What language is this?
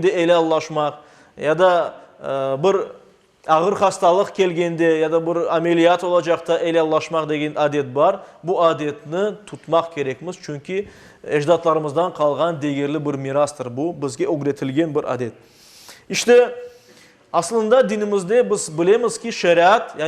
Crimean Tatar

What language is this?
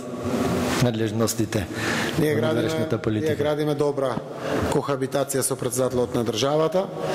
Macedonian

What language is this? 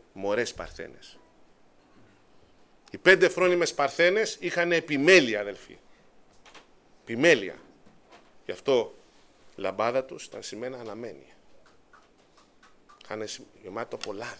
Greek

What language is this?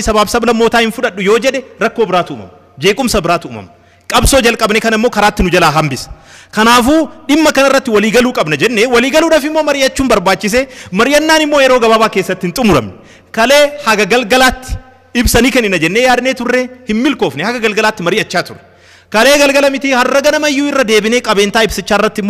Oromo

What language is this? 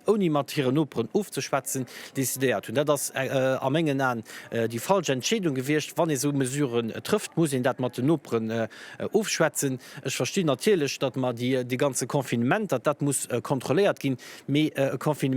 Luxembourgish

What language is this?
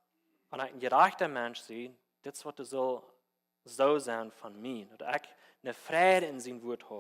Plautdietsch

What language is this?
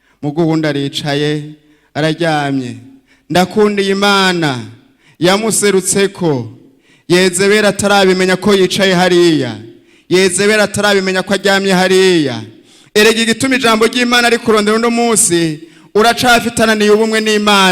Rundi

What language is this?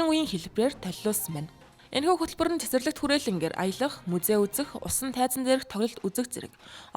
Mongolian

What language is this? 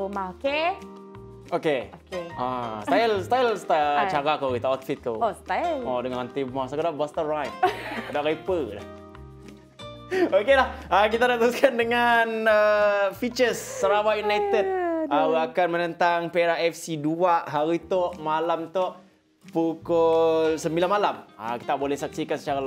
Malay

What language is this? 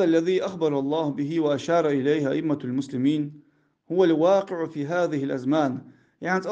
Ingush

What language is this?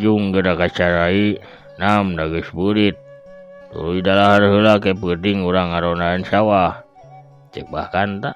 Sundanese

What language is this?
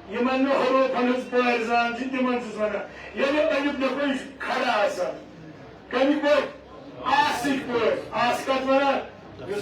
Kashmiri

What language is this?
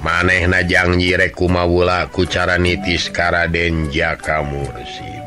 Sundanese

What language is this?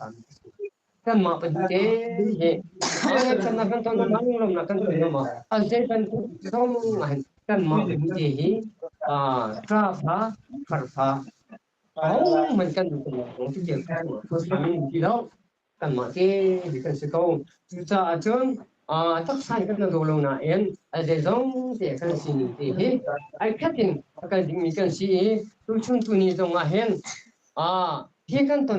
Hakha Chin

